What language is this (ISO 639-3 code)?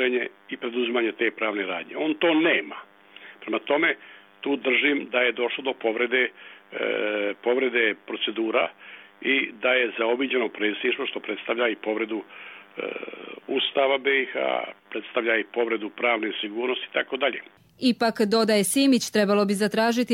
bos